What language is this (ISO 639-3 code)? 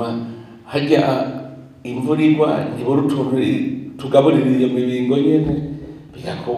run